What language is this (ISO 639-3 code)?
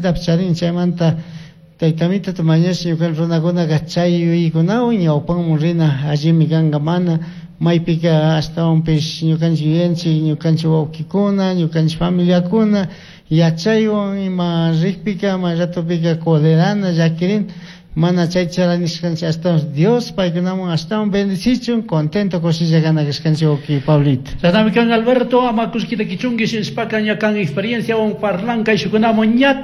qug